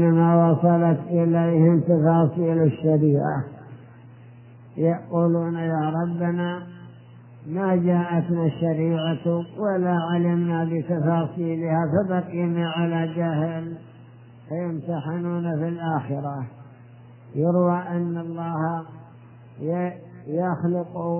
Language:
Arabic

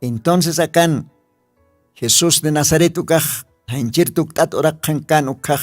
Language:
Aymara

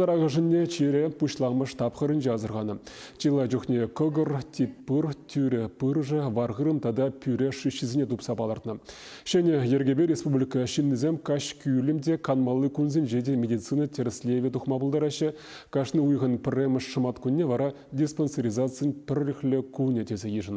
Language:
Chuvash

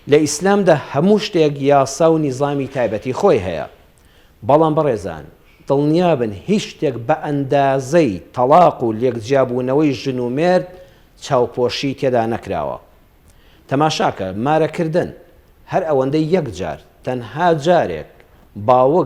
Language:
Central Kurdish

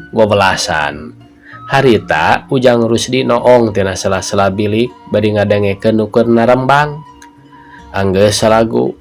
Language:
Sundanese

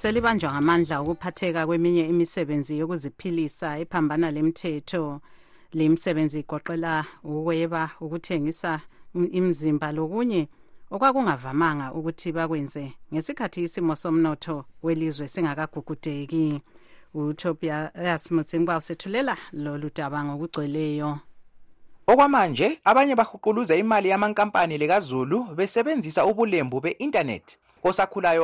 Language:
North Ndebele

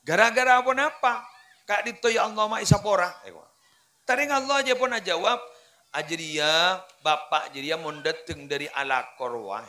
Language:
Madurese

